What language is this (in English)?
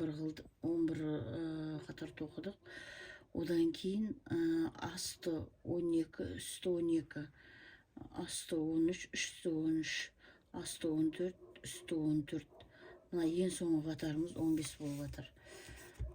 Kazakh